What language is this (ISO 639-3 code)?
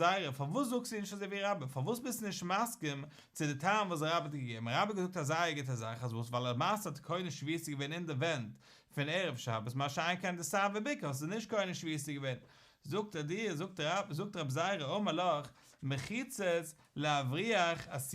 yid